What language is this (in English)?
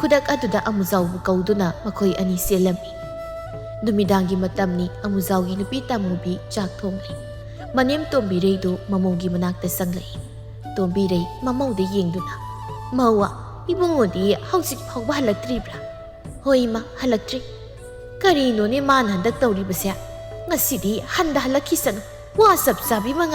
Manipuri